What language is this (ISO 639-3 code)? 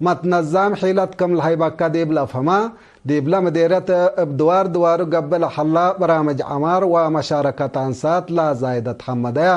tig